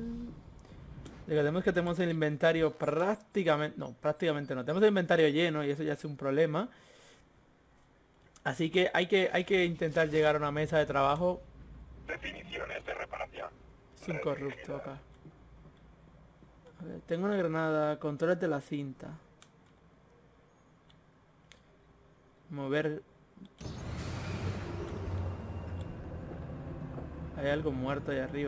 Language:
Spanish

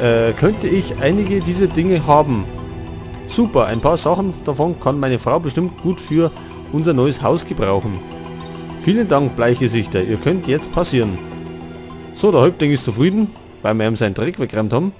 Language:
Bavarian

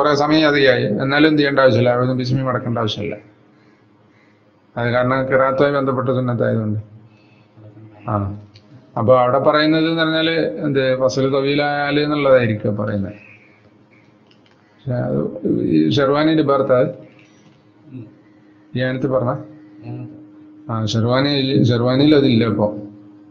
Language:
Malayalam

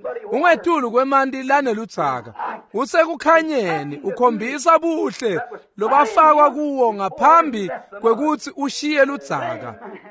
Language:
Swati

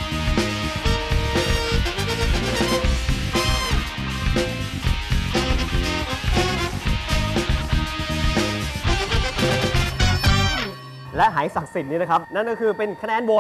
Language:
Thai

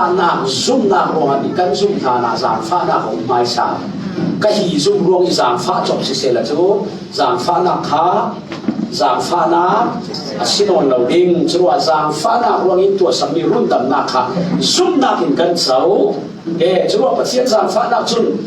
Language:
Falam Chin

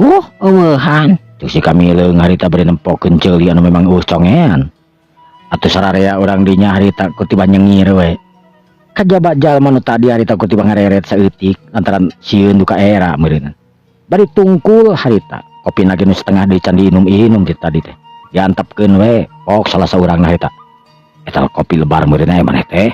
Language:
Sundanese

